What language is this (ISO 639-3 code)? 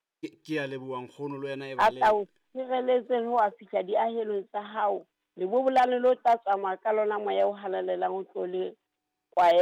sot